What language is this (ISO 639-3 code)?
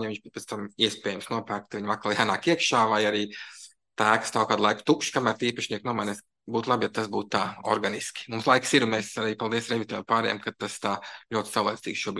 lav